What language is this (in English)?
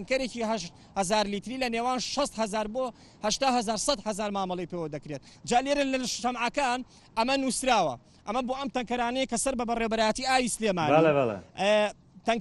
Central Kurdish